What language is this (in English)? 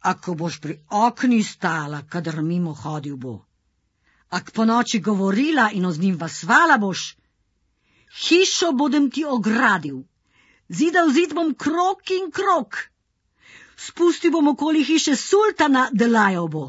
Slovenian